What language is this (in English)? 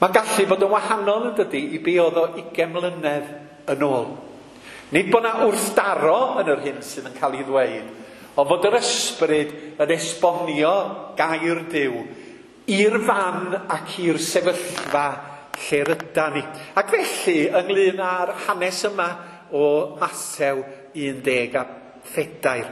Welsh